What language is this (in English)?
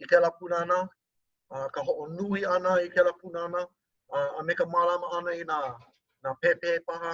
Hawaiian